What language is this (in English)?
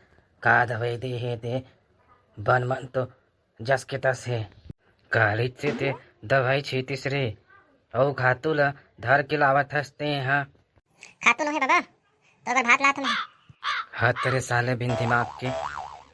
Chhattisgarhi